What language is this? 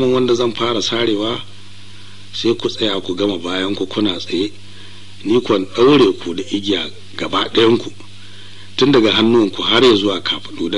Hausa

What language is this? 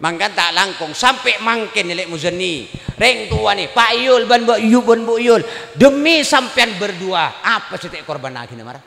Madurese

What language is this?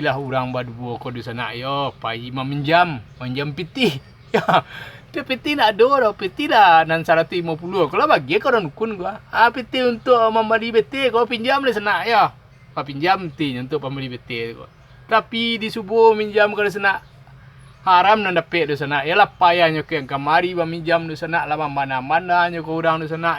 Minangkabau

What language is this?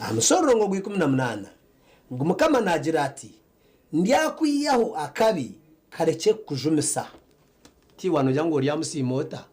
Nyankole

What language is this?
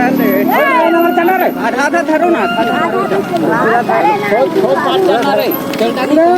Chhattisgarhi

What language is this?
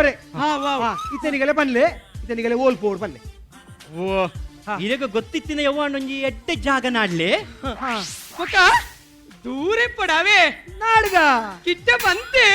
Tulu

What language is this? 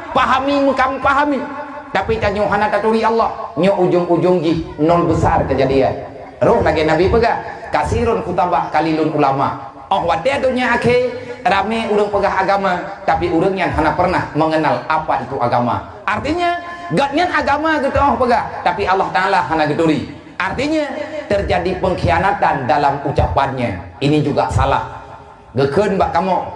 Achinese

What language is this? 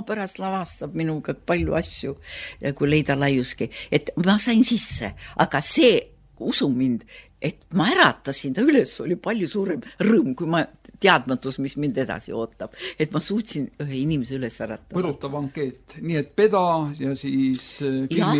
Estonian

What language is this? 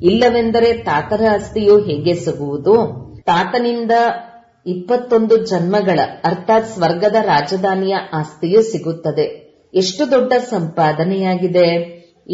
Kannada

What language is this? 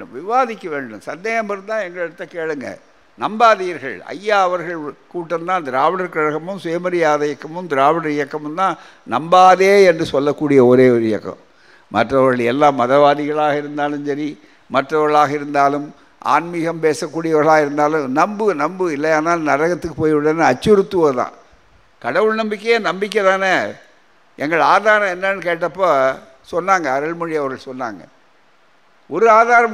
Tamil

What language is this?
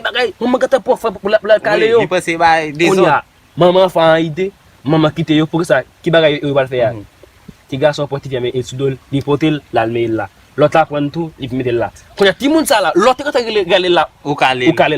Haitian Creole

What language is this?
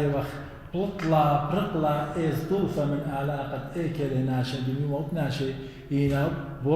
Assyrian Neo-Aramaic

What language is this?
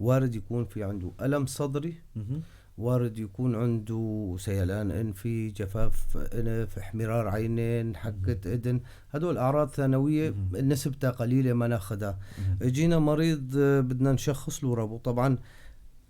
North Levantine Arabic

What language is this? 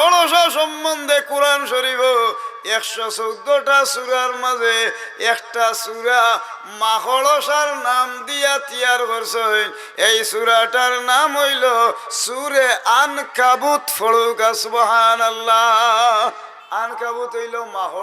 Sylheti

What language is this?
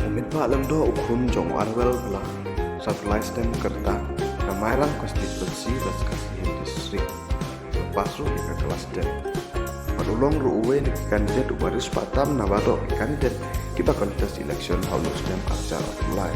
Khasi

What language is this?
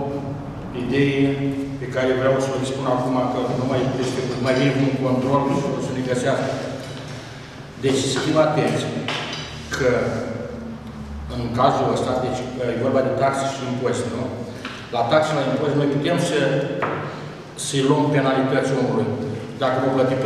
Romanian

